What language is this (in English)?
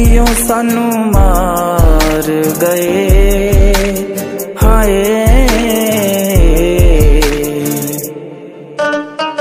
Punjabi